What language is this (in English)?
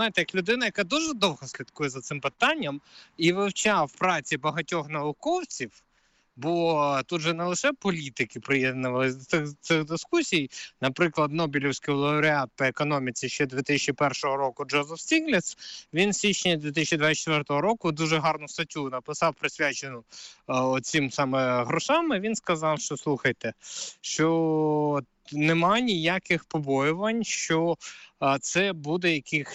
Ukrainian